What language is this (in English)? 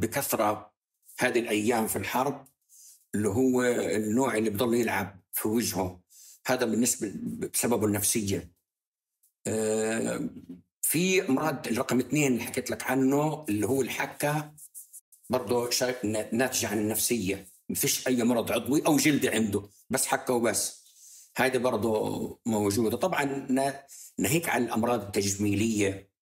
North Levantine Arabic